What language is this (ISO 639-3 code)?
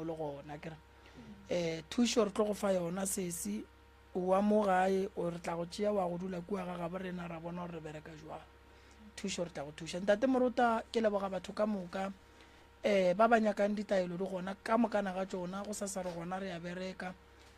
nso